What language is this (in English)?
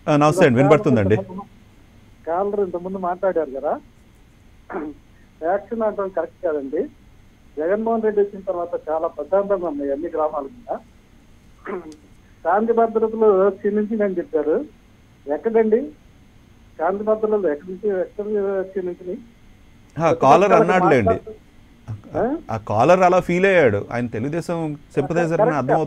Telugu